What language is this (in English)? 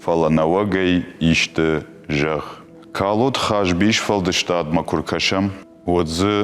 Ossetic